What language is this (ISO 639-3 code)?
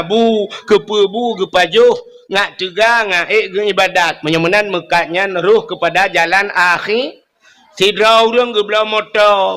ace